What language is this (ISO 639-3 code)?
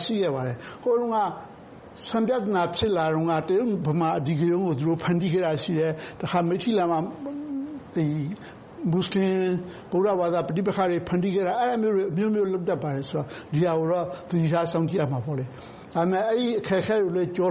mya